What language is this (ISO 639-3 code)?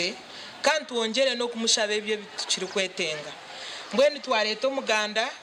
nyn